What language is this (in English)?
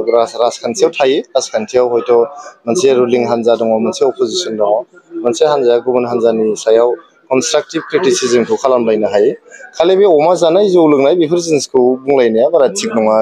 Bodo